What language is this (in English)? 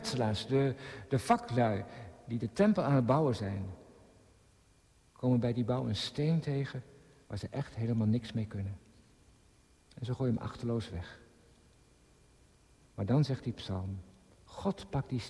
Dutch